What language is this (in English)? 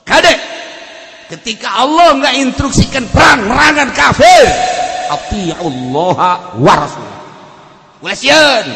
Sundanese